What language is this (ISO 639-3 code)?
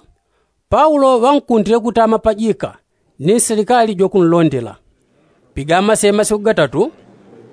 yao